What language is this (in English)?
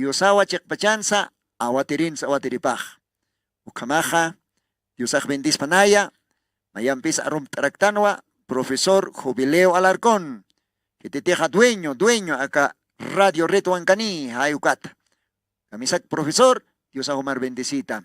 Aymara